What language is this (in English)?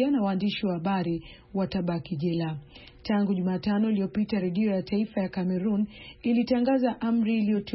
Swahili